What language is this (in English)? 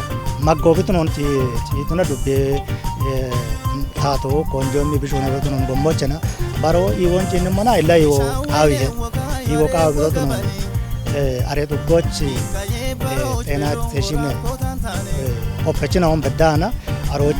Kafa